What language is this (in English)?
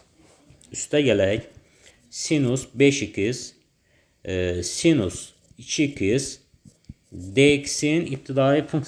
Azerbaijani